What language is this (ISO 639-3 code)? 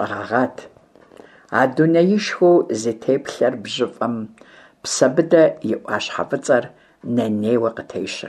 kbd